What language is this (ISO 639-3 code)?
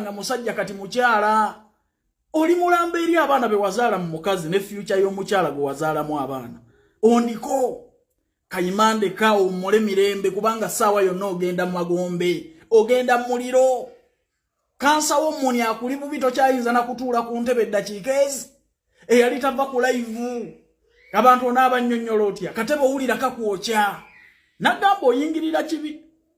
lug